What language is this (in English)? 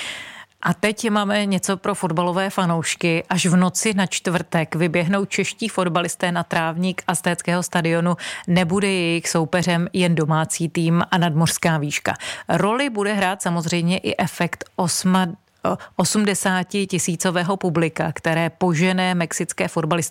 Czech